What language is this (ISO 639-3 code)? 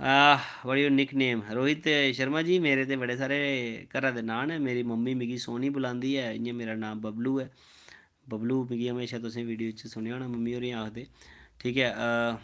doi